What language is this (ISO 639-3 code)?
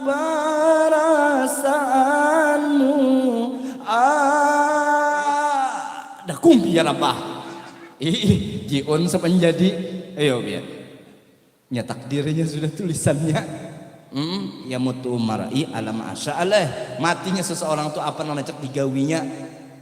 bjn